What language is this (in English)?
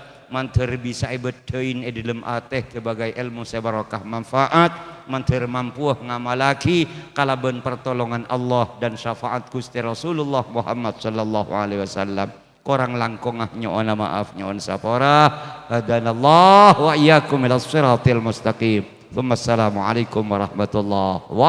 Madurese